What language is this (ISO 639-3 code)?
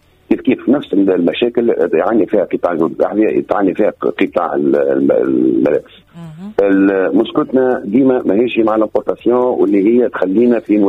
aeb